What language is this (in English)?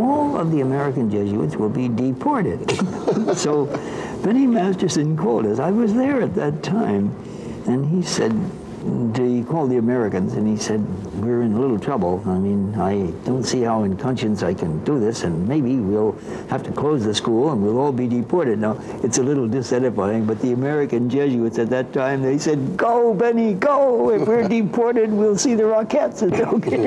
English